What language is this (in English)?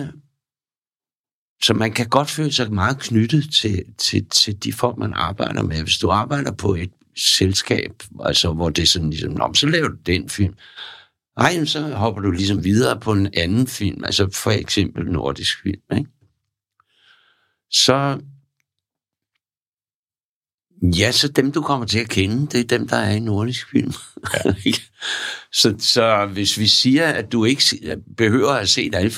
Danish